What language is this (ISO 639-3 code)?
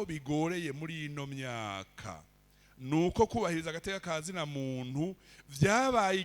run